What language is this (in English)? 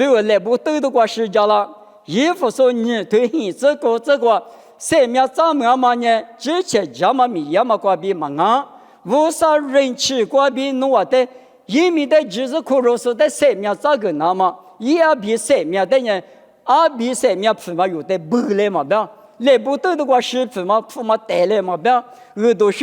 Lisu